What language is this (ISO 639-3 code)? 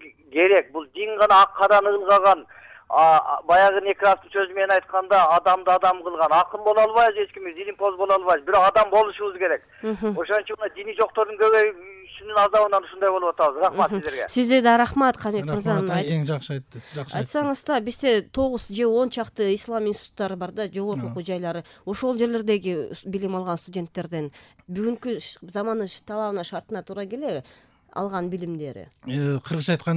kir